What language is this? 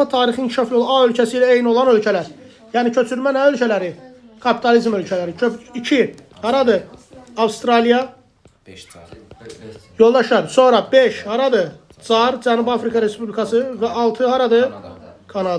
Azerbaijani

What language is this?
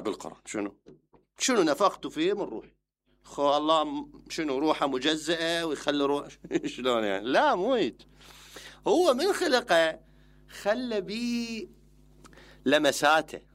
Mesopotamian Arabic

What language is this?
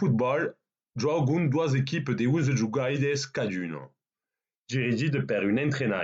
Occitan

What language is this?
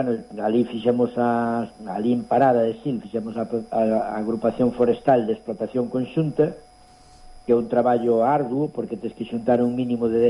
Galician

